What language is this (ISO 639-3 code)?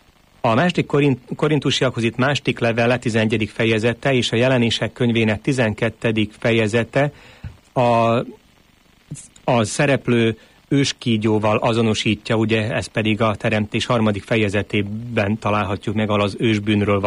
hun